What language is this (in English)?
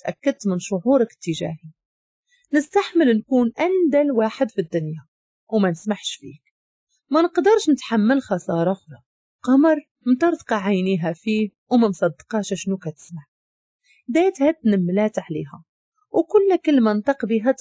Moroccan Arabic